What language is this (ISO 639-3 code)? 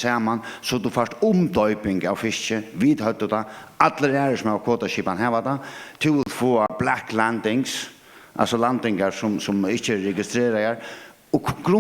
fao